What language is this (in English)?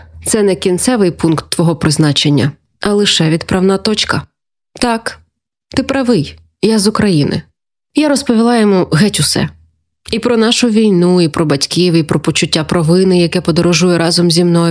Ukrainian